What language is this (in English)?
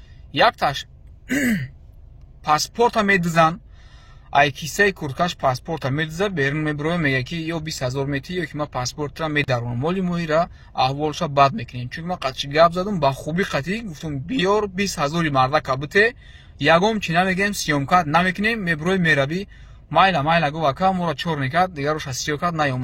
Tajik